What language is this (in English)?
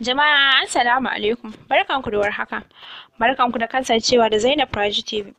Hausa